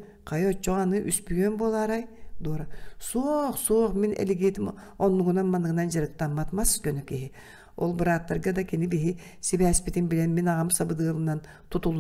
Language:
Yakut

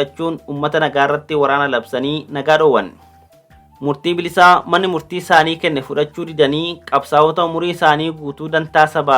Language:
Oromo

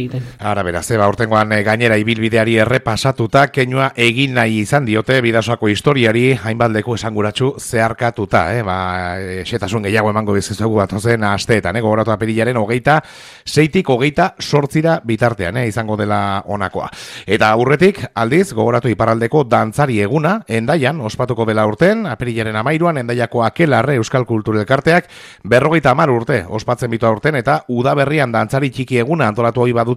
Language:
Basque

